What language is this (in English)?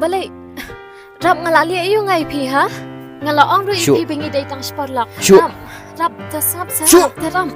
Khasi